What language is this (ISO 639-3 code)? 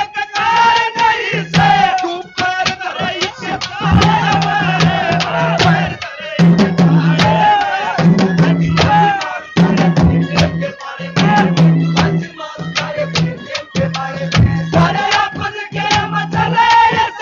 bgc